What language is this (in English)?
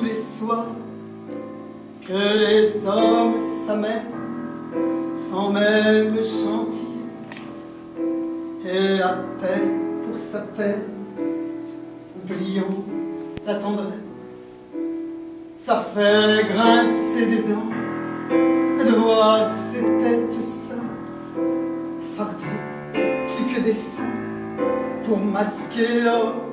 French